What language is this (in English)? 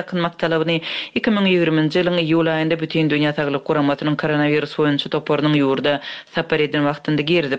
Turkmen